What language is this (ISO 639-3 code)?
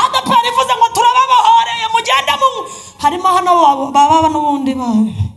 kin